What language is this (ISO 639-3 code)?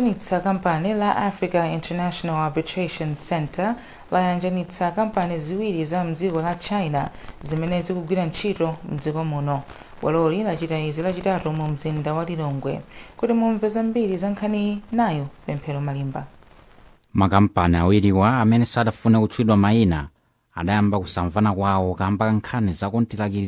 nya